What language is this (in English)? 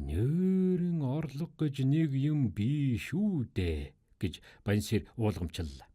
Mongolian